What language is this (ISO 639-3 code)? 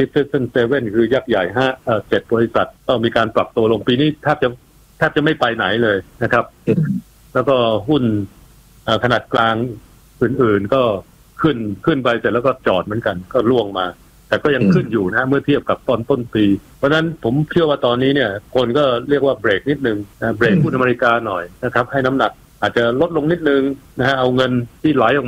tha